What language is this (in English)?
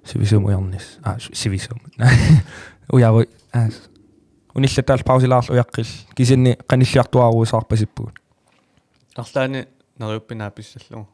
Kalaallisut